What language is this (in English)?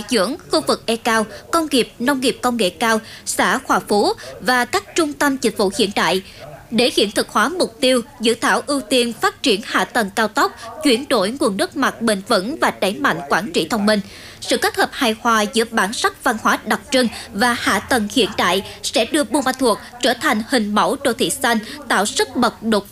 Vietnamese